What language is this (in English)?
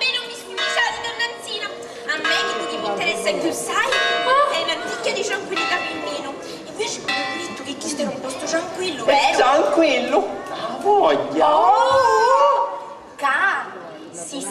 Sicilian